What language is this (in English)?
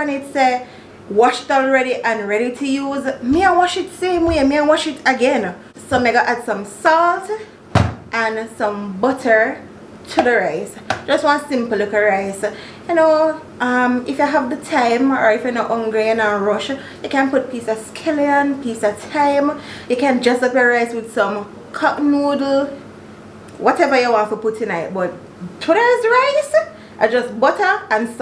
Jamaican Creole English